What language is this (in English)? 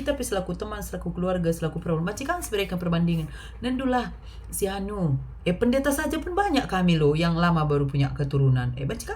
Batak Karo